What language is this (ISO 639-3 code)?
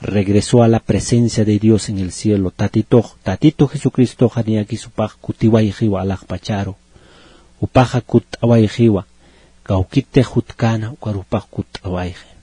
aym